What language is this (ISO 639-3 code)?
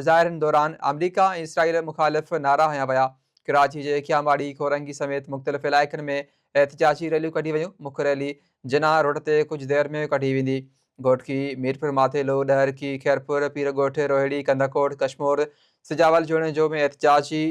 snd